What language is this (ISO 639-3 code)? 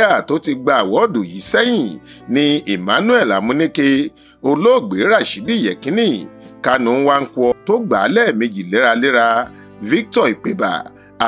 yor